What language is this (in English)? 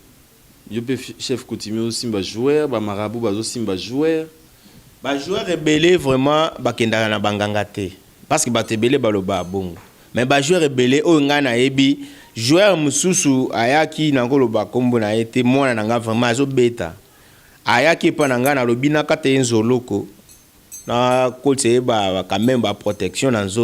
Lingala